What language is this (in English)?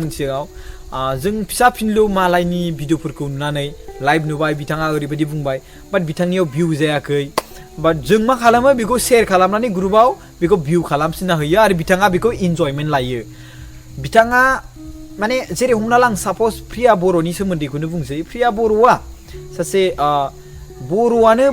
Bodo